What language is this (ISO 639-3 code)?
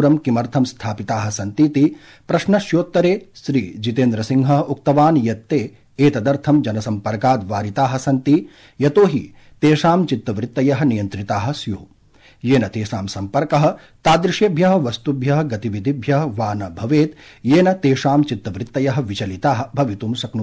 san